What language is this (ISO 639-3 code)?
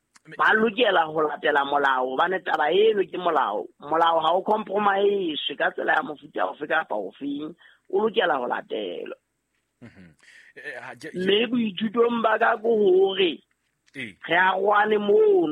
sot